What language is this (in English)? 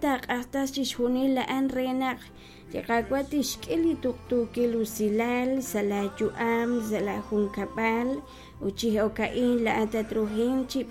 Kekchí